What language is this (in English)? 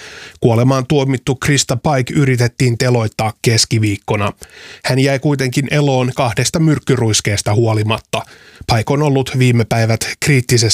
Finnish